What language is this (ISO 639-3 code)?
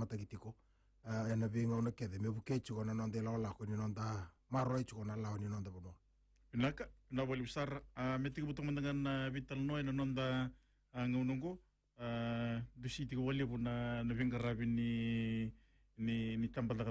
fij